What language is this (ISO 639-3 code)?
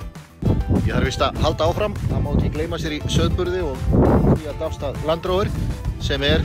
isl